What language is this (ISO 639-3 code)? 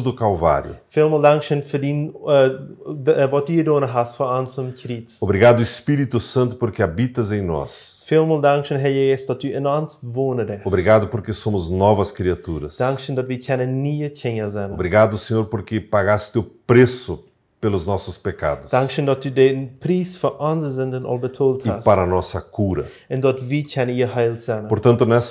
pdt